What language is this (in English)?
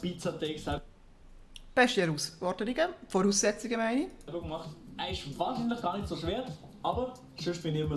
Swiss German